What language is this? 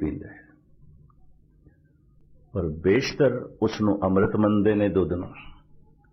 Punjabi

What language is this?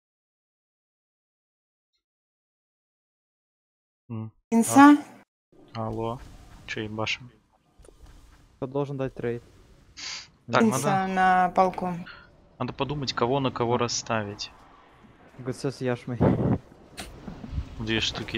Russian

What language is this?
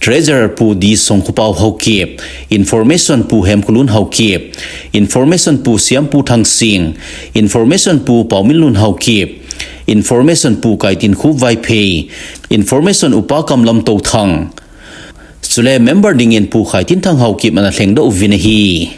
Thado Chin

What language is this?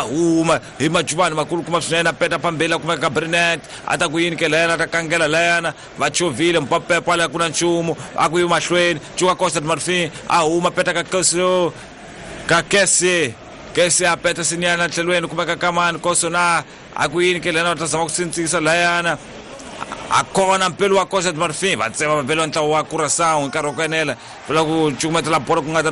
Tsonga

